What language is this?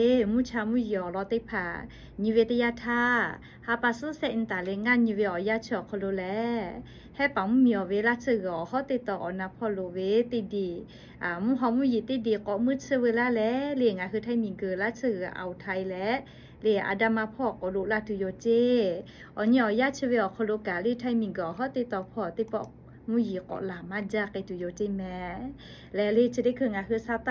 Lahu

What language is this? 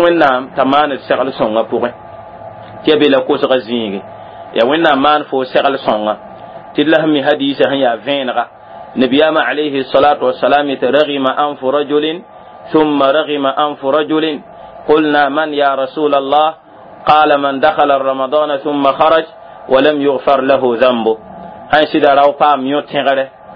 Mossi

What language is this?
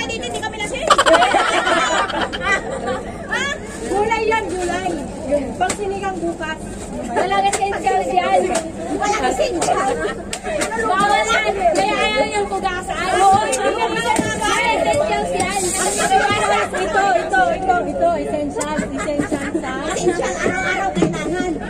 Filipino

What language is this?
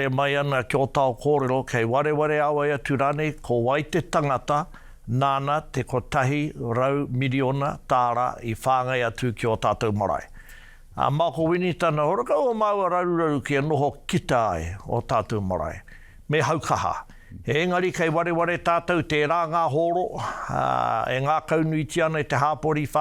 Māori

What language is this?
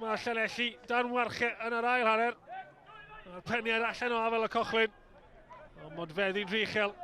Welsh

